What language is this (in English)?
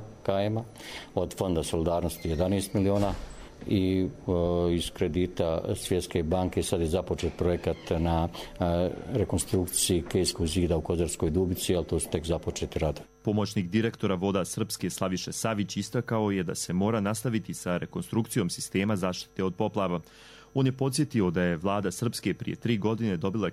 Croatian